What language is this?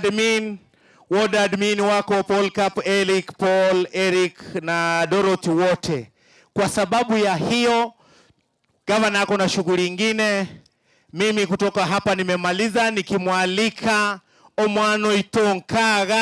Gusii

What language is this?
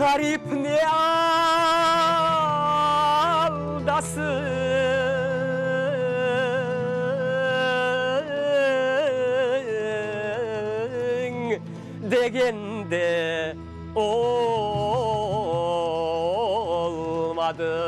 Crimean Tatar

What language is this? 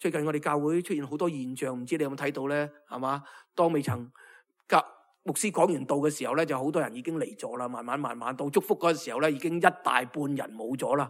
Cantonese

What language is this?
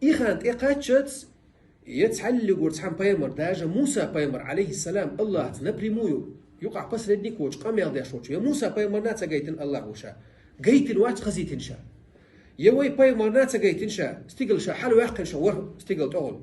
Chechen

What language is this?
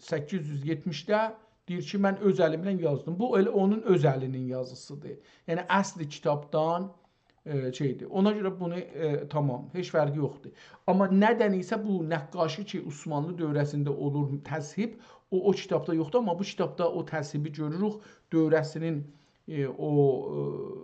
South Azerbaijani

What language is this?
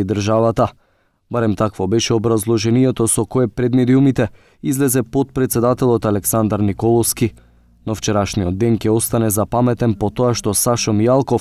Macedonian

